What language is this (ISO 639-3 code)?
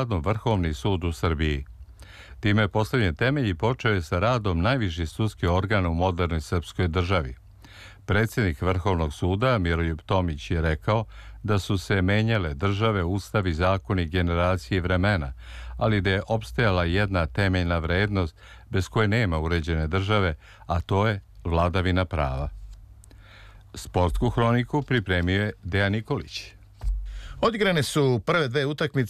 srp